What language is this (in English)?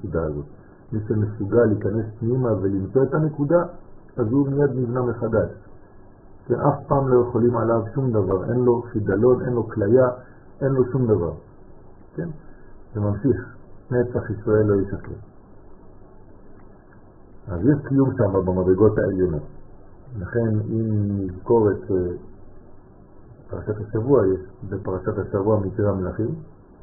Hebrew